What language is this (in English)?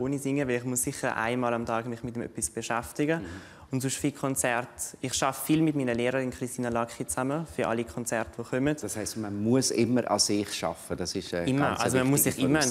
Swiss German